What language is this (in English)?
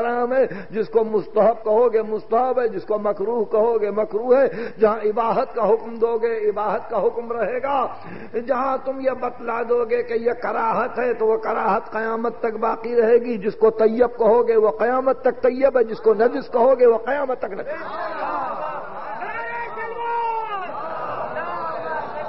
Urdu